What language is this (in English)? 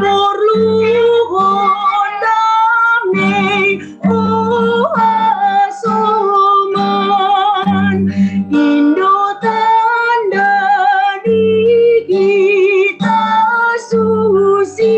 Batak Simalungun